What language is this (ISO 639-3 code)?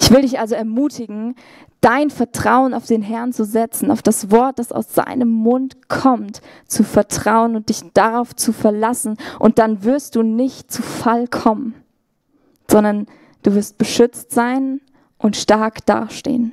gsw